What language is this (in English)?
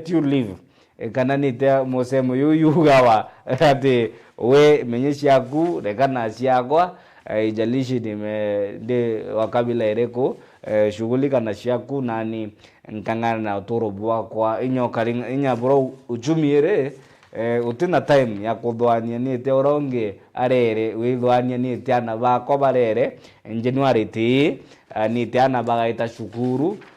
Meru